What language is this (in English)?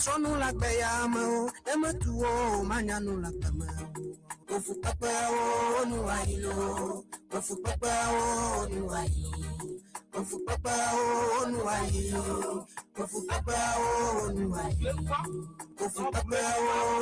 Ewe